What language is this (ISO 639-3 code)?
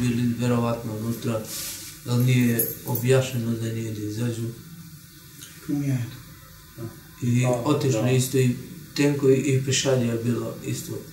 srp